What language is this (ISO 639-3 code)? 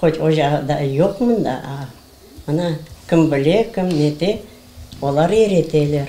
crh